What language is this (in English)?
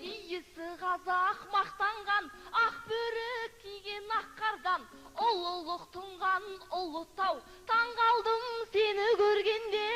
Kazakh